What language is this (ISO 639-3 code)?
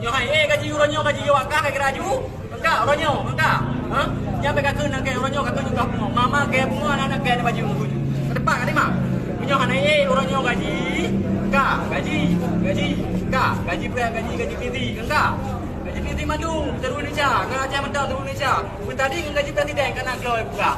ace